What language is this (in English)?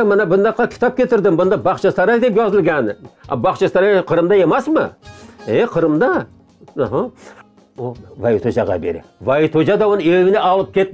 Crimean Tatar